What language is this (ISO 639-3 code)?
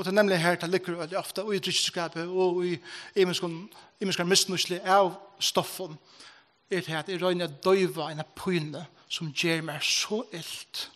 fao